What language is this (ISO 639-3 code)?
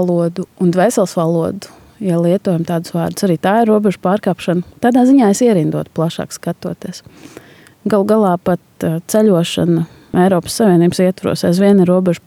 lav